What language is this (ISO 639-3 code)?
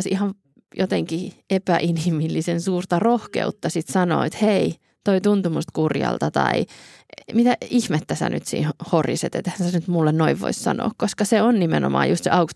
fin